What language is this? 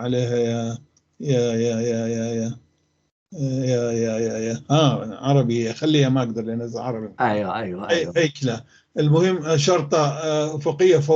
North Levantine Arabic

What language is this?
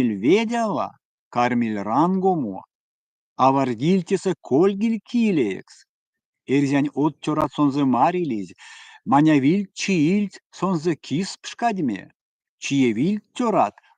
Erzya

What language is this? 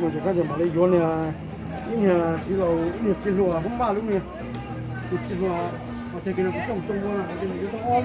Hmong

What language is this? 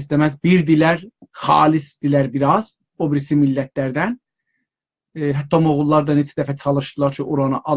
South Azerbaijani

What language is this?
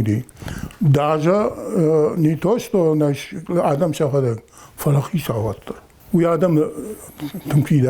Ossetic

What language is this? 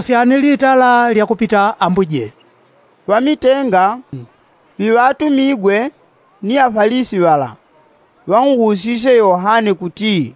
Yao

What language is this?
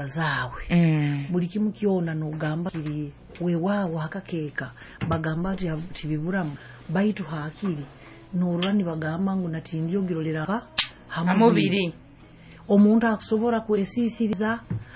Nyoro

